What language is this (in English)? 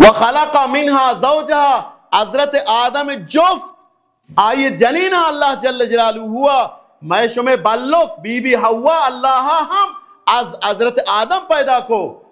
Baluchi